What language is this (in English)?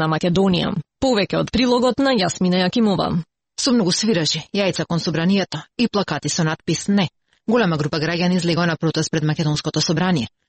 Macedonian